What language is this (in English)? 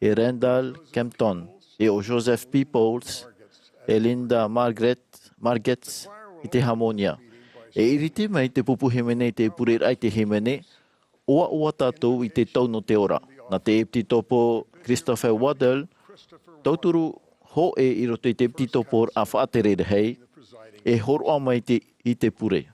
Tahitian